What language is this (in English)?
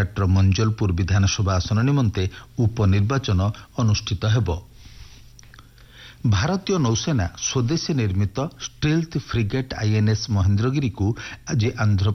Odia